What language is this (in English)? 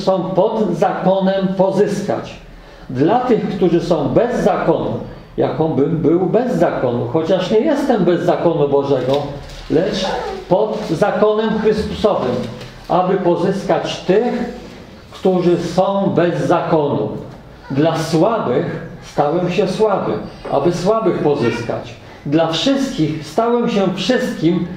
Polish